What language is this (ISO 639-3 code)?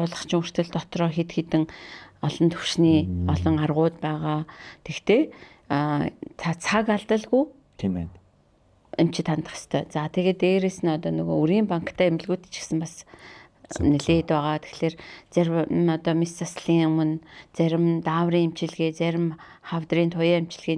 mon